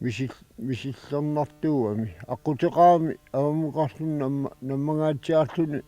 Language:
Kalaallisut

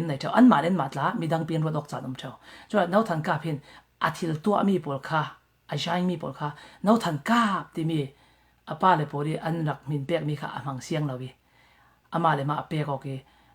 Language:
Falam Chin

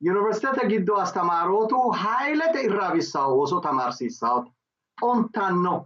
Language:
Sidamo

